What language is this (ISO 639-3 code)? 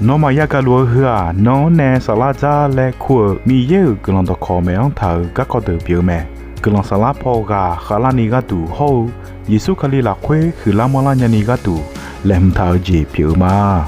ahk